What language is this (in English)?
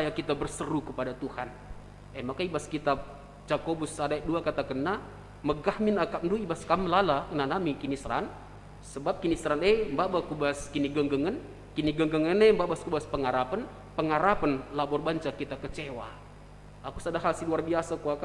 Batak Karo